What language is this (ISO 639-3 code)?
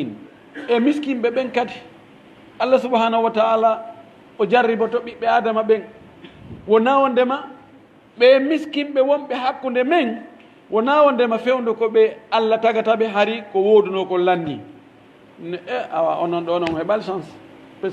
fuf